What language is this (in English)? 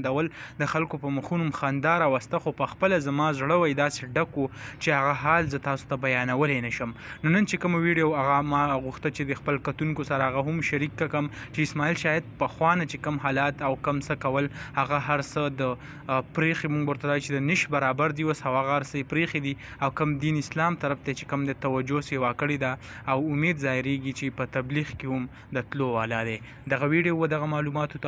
Pashto